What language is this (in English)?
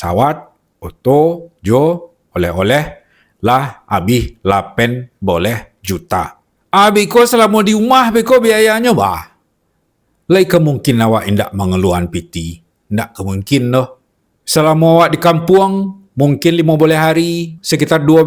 Minangkabau